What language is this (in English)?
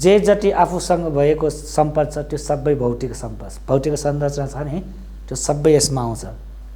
Nepali